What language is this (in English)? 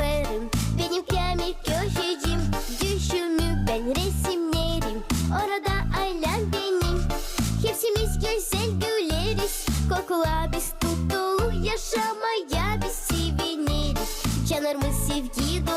Gagauz